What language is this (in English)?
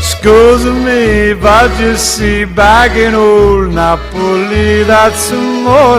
Neapolitan